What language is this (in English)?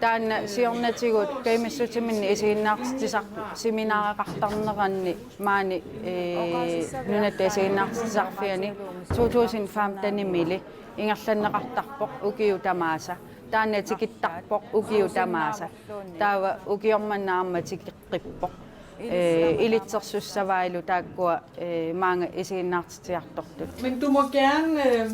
Kalaallisut